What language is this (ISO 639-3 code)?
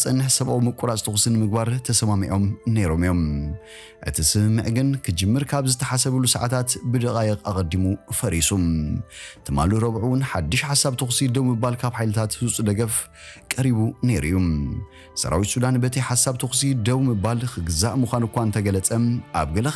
tir